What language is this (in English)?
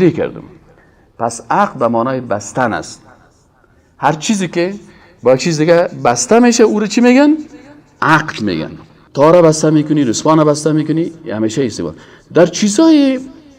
Persian